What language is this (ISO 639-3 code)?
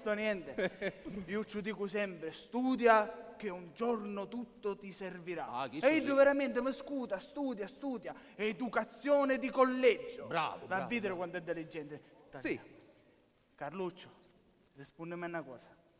scn